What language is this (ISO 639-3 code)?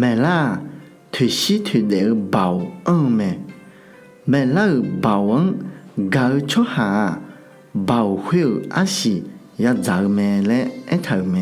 ahk